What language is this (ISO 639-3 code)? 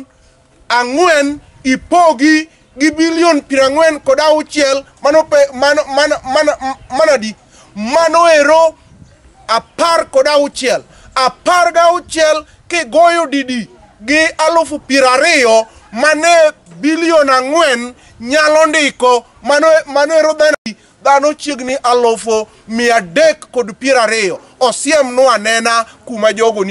luo